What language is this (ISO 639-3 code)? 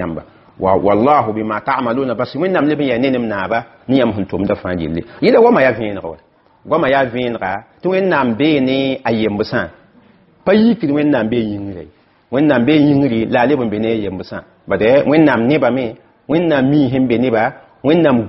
mos